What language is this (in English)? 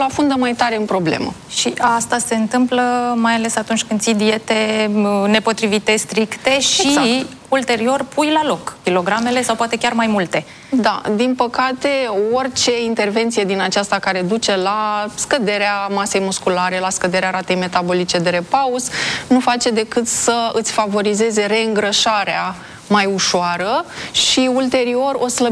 Romanian